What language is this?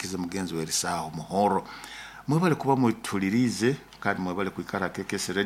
Nyoro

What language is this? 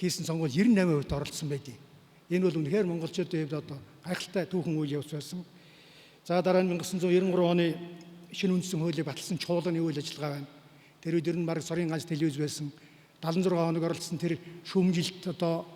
Mongolian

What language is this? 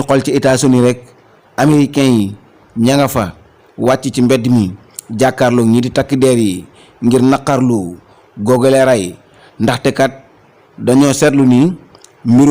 Wolof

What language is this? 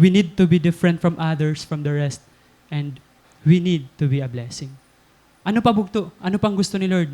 Waray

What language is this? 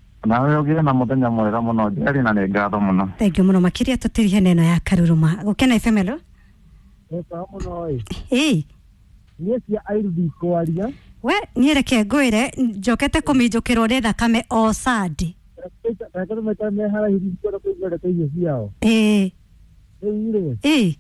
Kikuyu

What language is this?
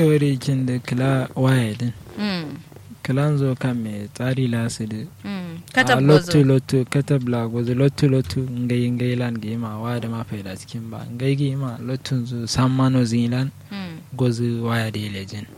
Kanuri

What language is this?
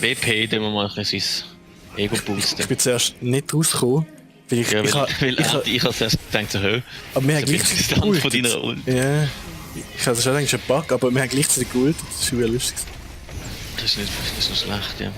Swiss German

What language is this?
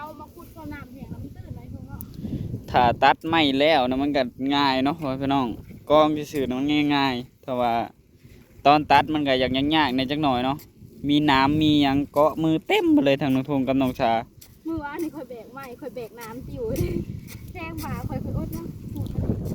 Northeastern Thai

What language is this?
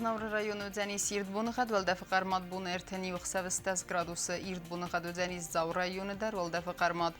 Ossetic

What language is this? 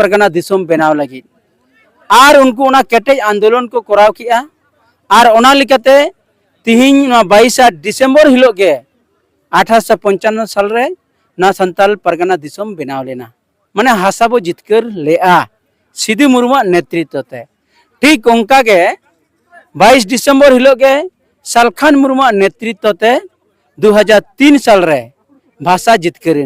Santali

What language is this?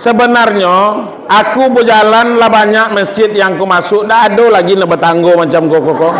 Minangkabau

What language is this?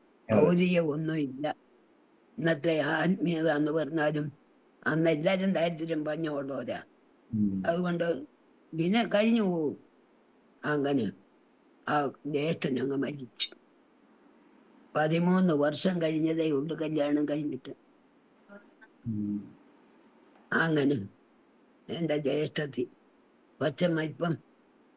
Malayalam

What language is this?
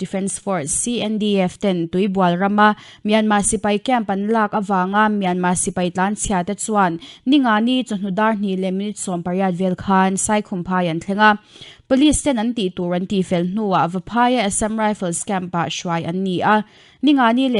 Mizo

